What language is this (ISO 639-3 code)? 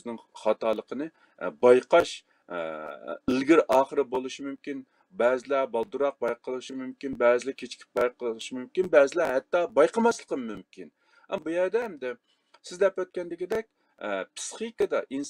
uig